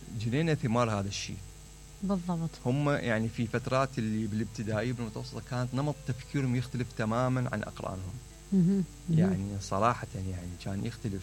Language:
Mesopotamian Arabic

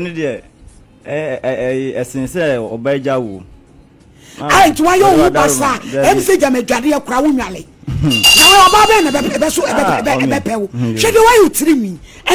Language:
Akan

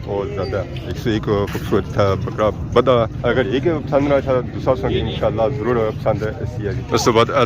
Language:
Pahari-Potwari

